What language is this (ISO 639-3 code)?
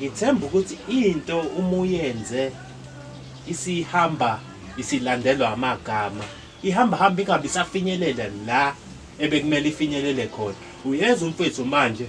zul